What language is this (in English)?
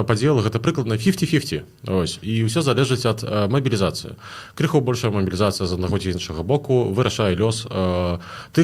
Belarusian